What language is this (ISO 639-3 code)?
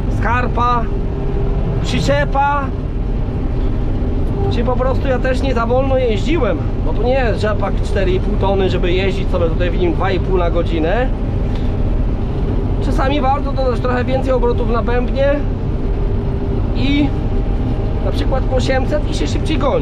pol